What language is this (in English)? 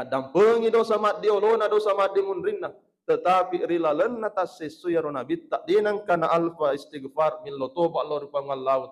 Buginese